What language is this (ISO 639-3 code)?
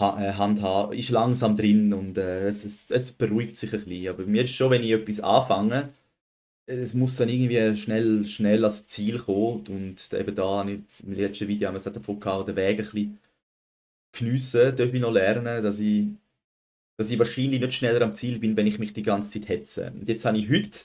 gsw